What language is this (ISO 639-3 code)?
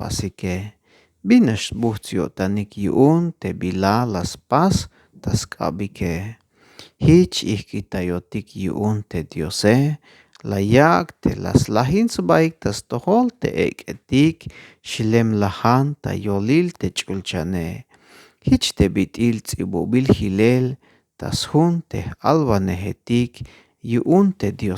tzh